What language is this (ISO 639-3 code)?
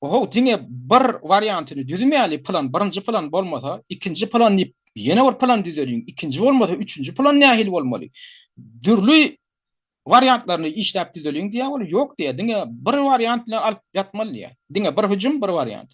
tuk